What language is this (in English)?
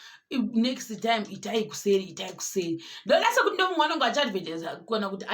Shona